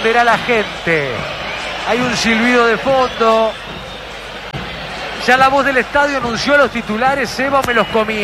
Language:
Spanish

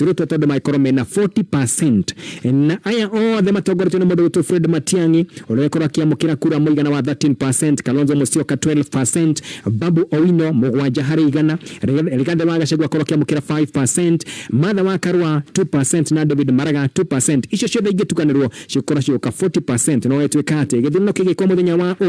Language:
Kikuyu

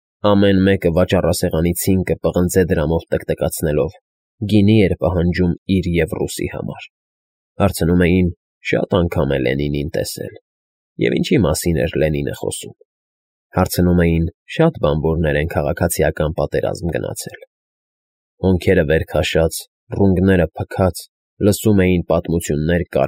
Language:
Armenian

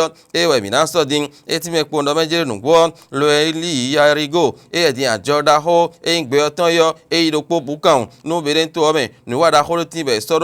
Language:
Fon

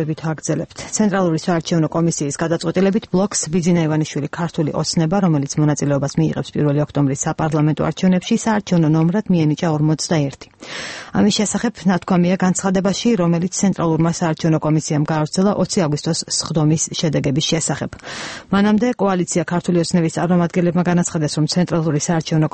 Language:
Georgian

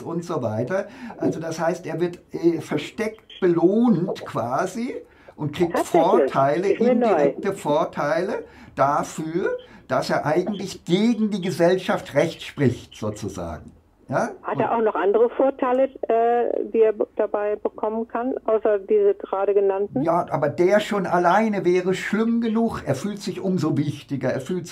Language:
German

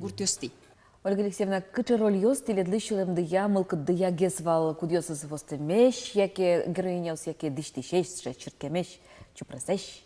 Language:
Udmurt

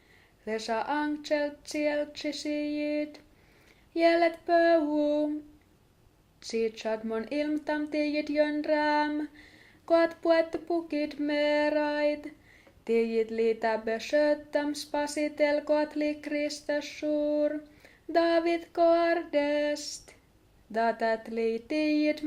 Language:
Skolt Sami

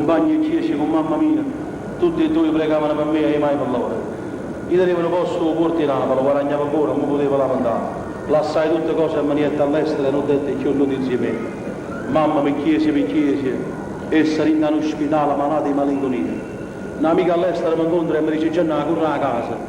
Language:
Neapolitan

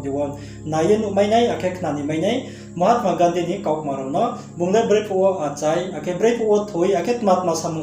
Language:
Riang (India)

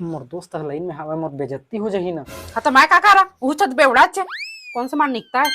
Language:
Chhattisgarhi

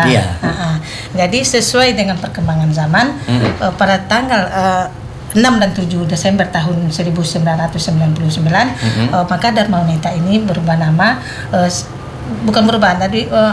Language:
Indonesian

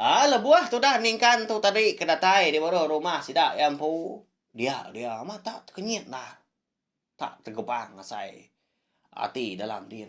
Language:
Iban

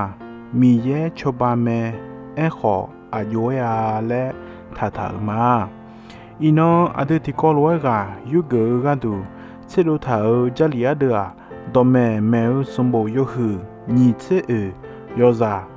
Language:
Akha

